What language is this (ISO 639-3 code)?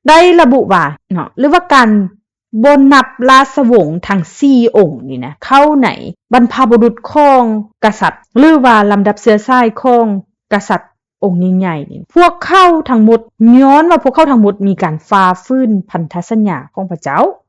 lao